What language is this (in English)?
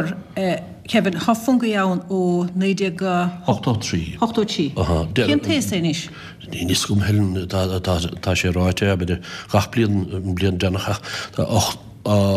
Irish